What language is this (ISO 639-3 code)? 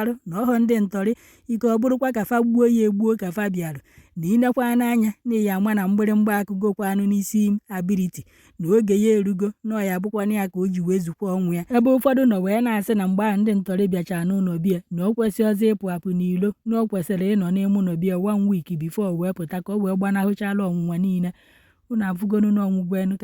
ibo